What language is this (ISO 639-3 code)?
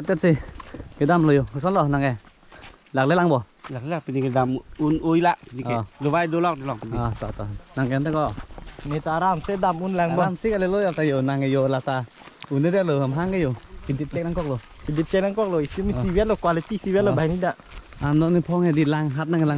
mjw